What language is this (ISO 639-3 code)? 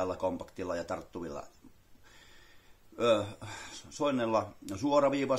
fin